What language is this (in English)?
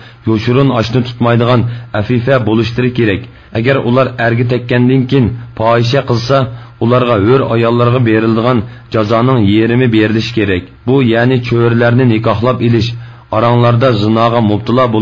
Uyghur